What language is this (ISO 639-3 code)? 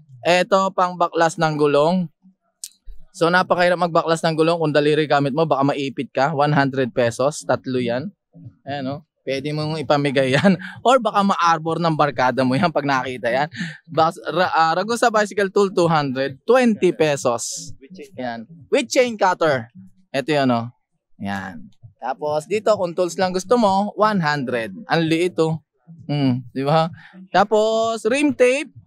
fil